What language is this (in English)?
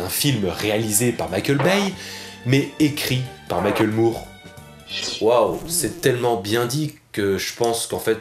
French